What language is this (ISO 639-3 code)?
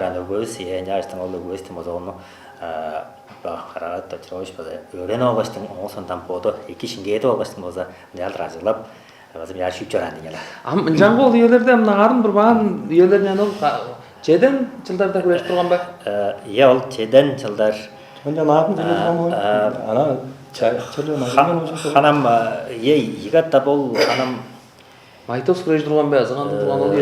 tyv